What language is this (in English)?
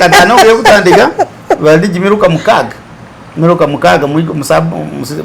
Masaaba